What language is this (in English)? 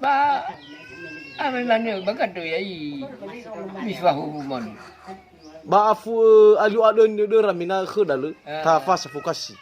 Nias